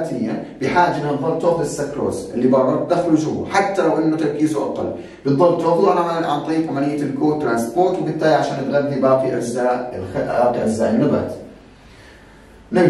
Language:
South Levantine Arabic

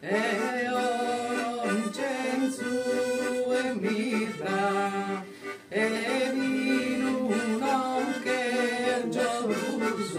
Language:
Sardinian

